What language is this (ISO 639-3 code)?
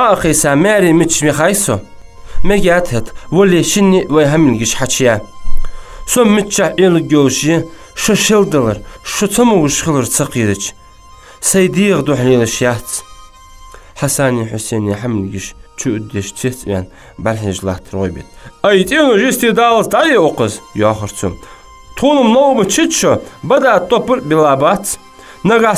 inh